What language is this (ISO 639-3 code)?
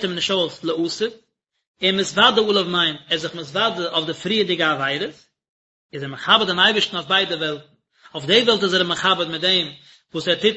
yid